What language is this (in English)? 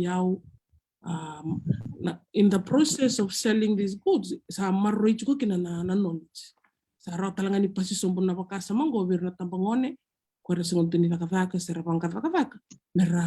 Fijian